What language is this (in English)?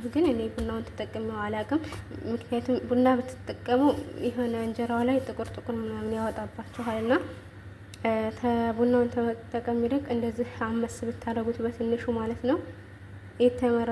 Amharic